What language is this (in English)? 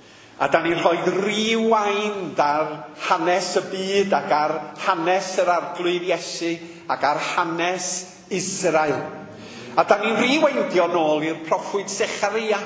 Welsh